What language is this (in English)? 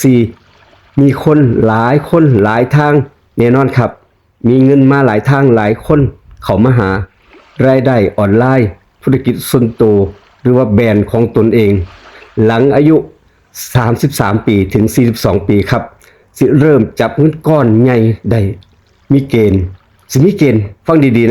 Northeastern Thai